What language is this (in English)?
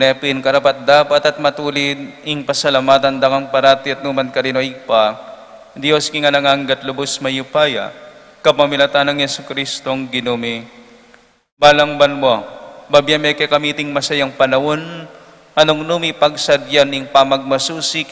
Pampanga